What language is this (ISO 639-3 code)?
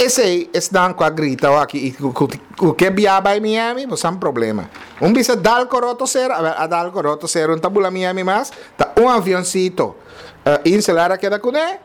pap